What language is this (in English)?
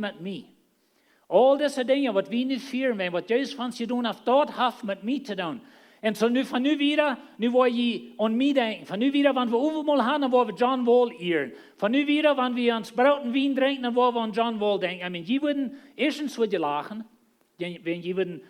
Plautdietsch